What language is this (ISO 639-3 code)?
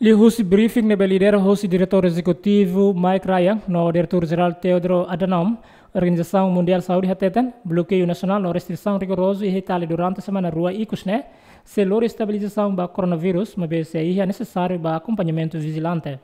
tet